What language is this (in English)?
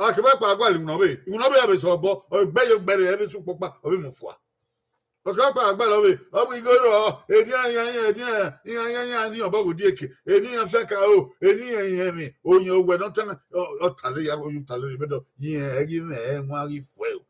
Bini